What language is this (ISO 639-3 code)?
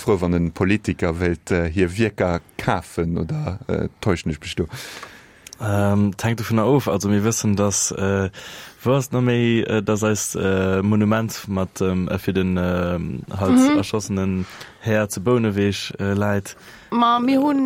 ltz